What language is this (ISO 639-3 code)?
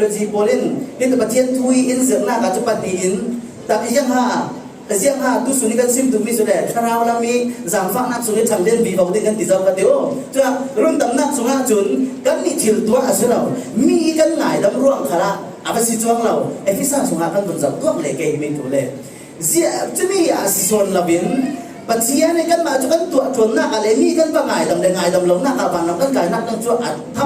cfm